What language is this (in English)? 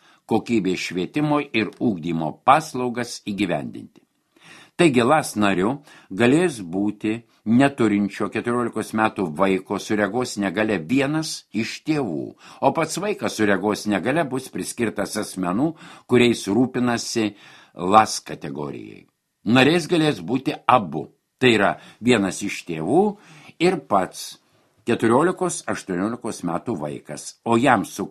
Lithuanian